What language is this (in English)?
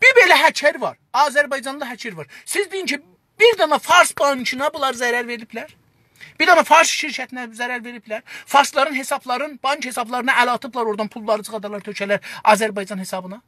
South Azerbaijani